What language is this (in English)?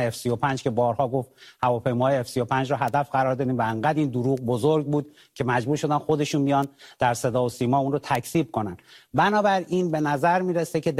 Persian